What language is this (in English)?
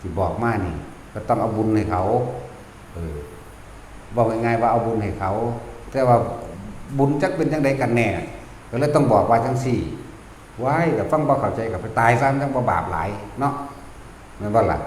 Northeastern Thai